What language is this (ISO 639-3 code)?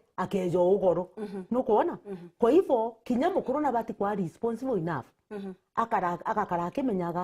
mer